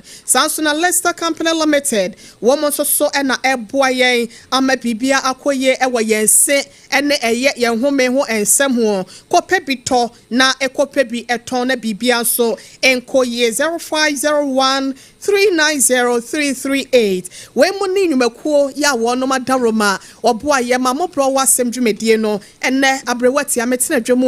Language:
Akan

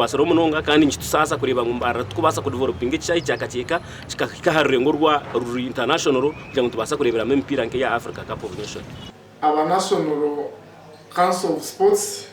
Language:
Nyankole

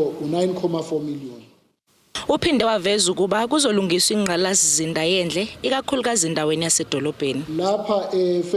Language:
Zulu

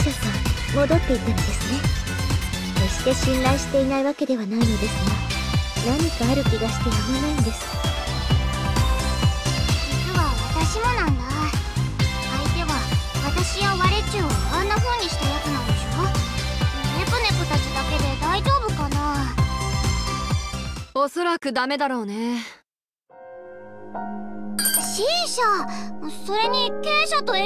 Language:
Japanese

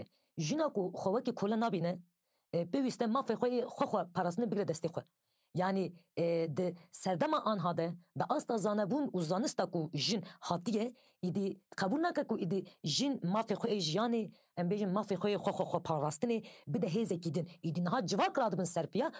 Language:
Kurdish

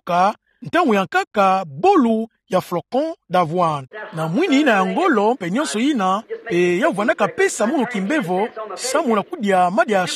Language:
Kituba (Democratic Republic of Congo)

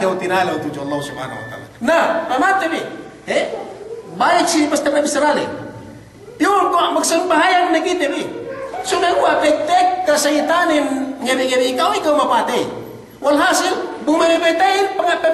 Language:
Yakan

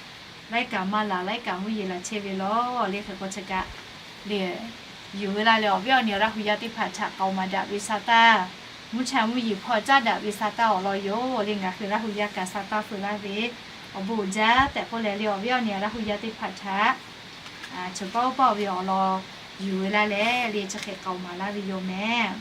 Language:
Lahu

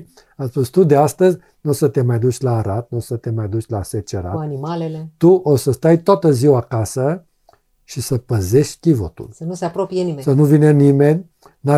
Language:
Romanian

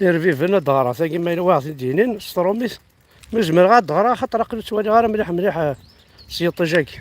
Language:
Kabyle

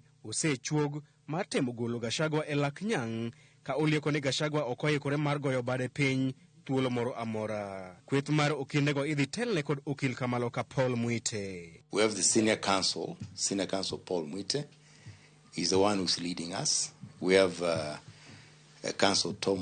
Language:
Luo (Kenya and Tanzania)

